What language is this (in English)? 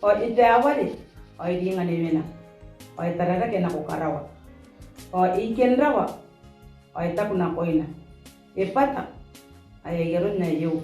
Gilbertese